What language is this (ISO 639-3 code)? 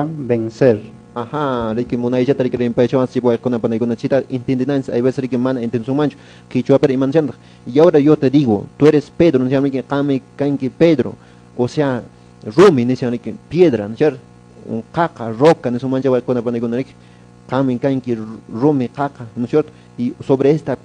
que